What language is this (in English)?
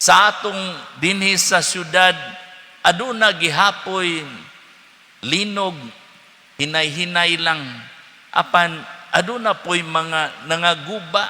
Cebuano